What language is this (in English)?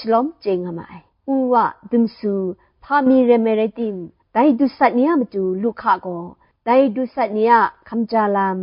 Kachin